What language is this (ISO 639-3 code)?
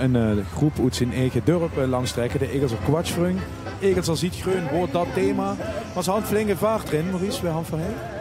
lim